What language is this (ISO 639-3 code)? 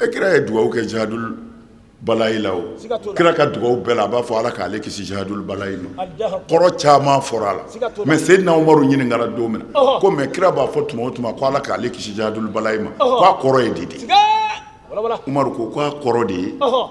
bam